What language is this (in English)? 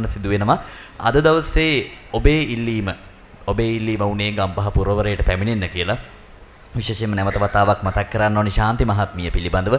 Sinhala